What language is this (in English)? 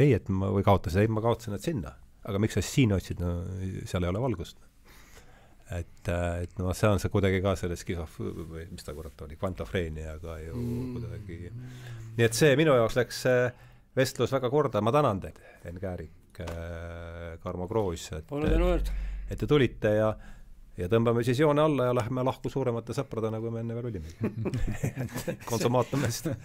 Estonian